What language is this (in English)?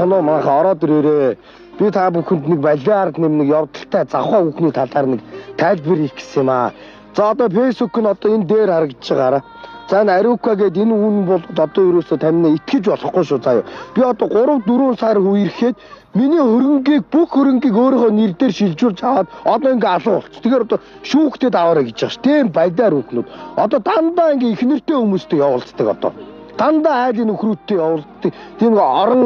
Mongolian